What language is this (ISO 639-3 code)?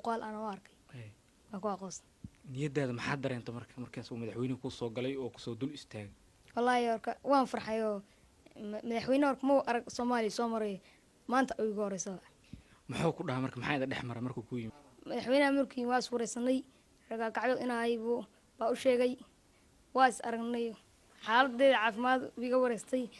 som